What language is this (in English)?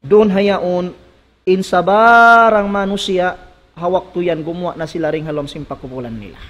Tausug